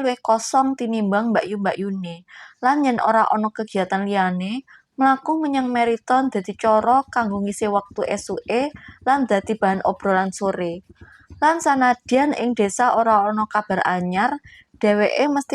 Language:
Javanese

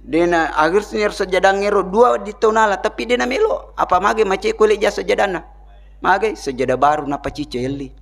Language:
Buginese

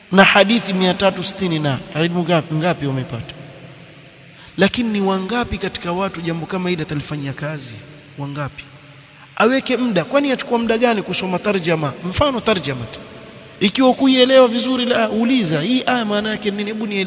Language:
Swahili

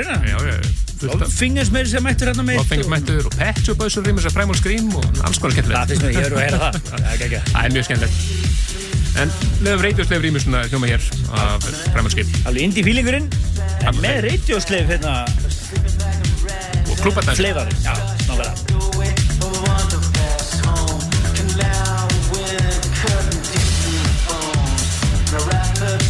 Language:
Icelandic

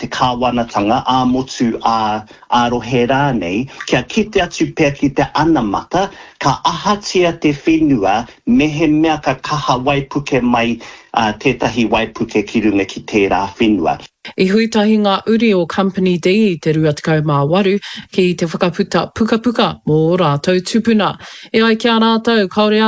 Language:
Māori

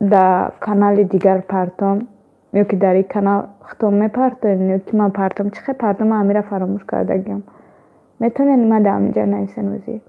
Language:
Tajik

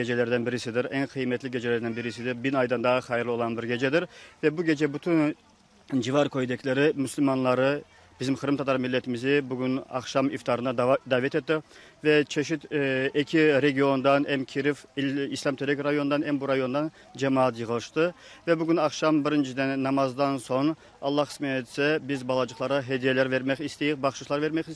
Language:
Crimean Tatar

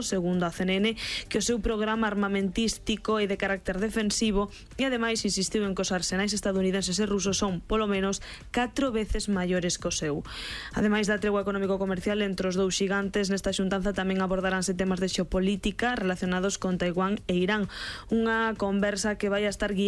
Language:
Galician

